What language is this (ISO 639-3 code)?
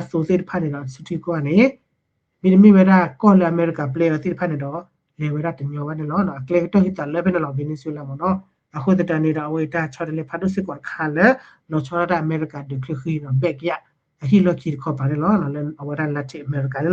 ksw